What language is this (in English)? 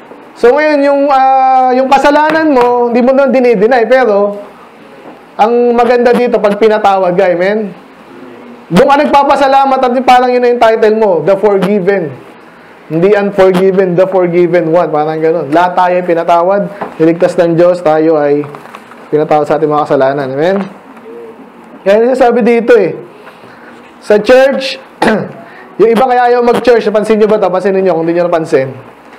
Filipino